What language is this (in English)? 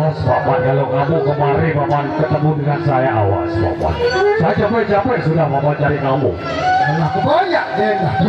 Sasak